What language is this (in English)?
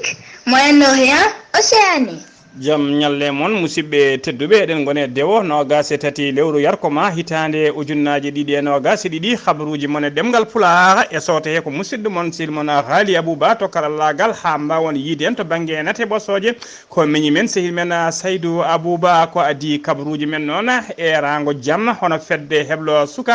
Fula